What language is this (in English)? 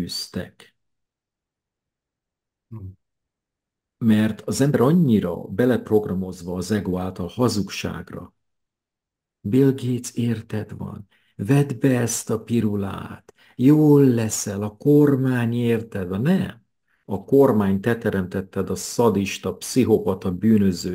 Hungarian